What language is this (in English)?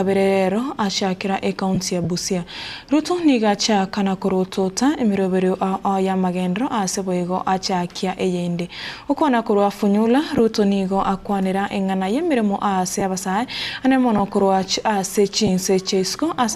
Gusii